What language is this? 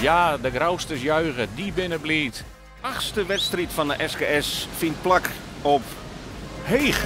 Western Frisian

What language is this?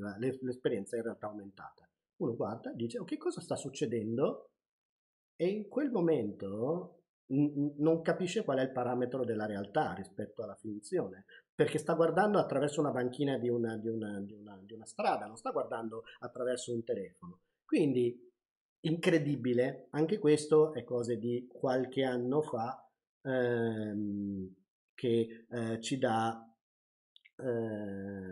Italian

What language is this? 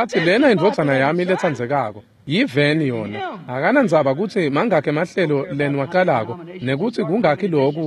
Swati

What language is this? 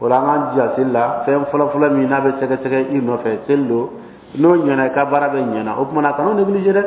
Dyula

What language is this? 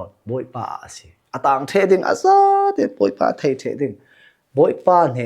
Falam Chin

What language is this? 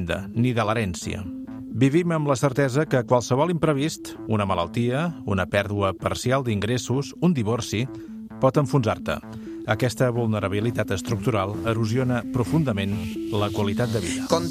Catalan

